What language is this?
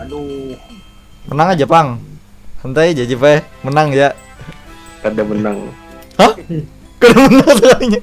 Banjar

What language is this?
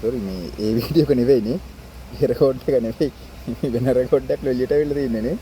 Sinhala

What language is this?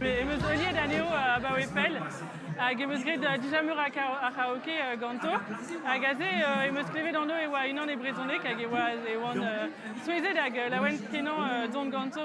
Breton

